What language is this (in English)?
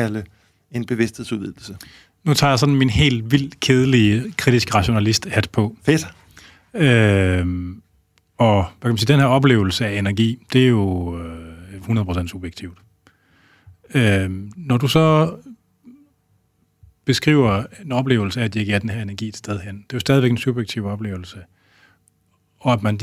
Danish